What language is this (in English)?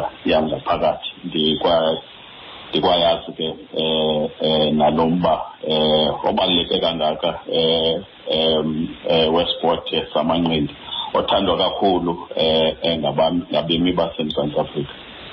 Xhosa